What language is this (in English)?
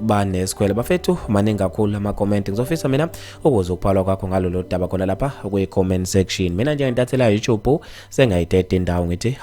Zulu